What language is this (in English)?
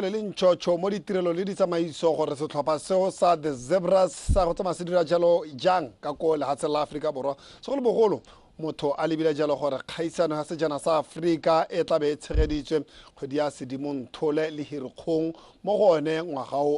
Tswana